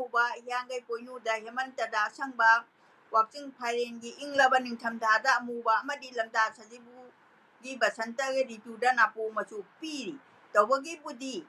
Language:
Manipuri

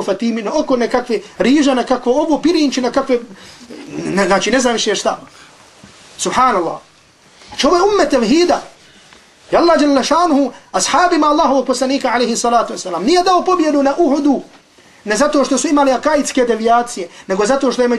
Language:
Bosnian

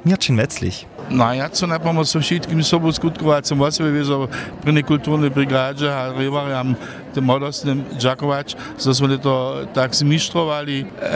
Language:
Upper Sorbian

